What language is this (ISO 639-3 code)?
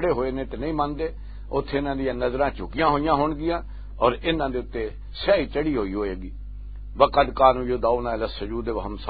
lah